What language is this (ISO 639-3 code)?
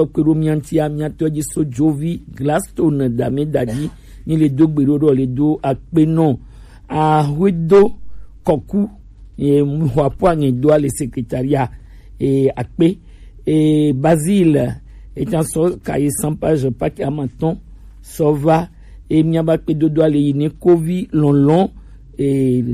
gej